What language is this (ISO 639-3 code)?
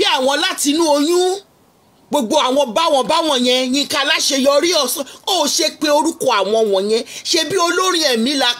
yor